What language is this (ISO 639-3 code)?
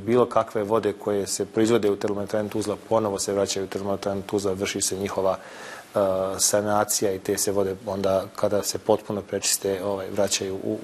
bos